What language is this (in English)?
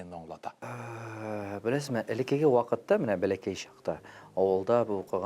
Tatar